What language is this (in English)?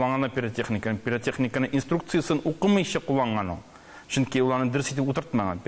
Tatar